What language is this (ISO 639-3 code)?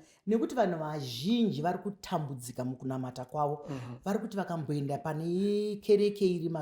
sna